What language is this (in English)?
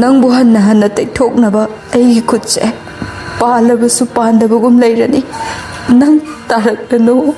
Manipuri